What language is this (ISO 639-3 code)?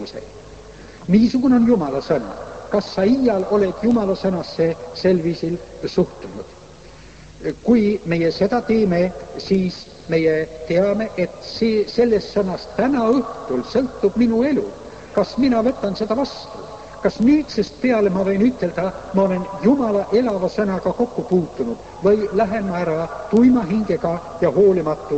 est